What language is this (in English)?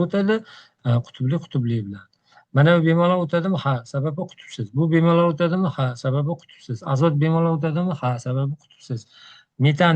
Uzbek